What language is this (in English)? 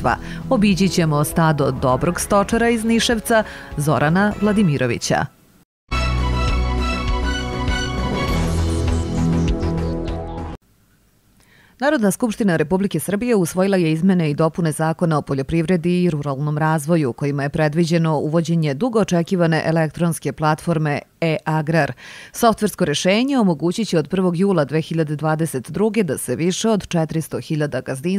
Serbian